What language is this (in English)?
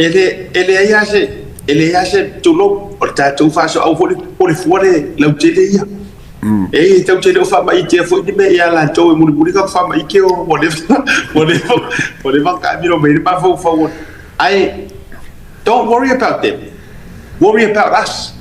Samoan